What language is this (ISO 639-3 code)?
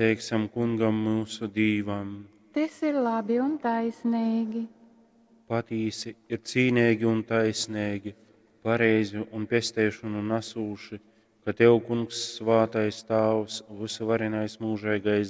ltg